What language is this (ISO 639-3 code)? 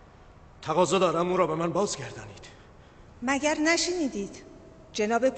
fas